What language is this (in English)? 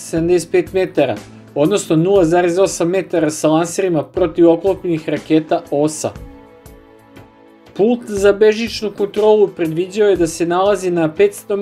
Serbian